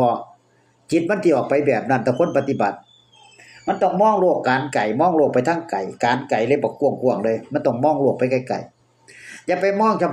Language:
Northeastern Thai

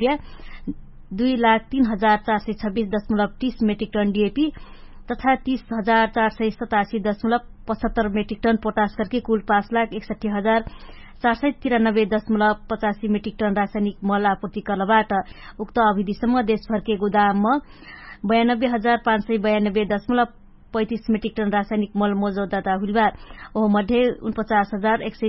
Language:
Dangaura Tharu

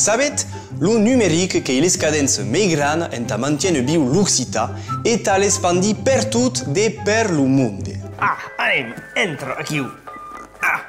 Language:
Occitan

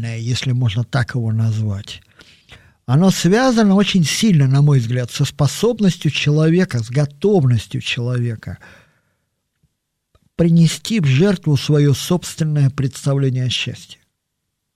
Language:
Russian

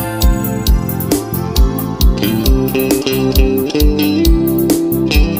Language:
Portuguese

